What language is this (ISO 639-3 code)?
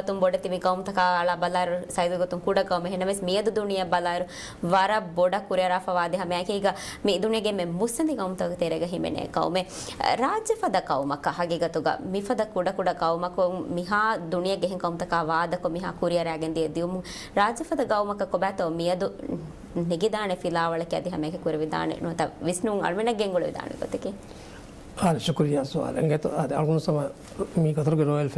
div